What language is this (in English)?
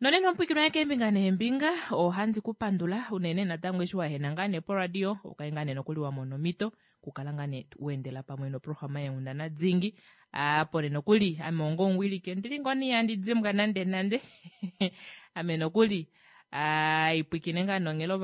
Kuanyama